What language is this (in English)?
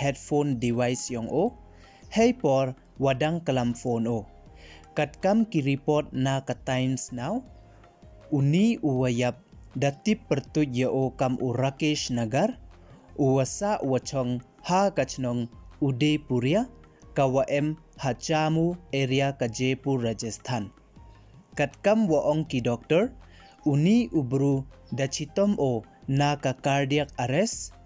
Pnar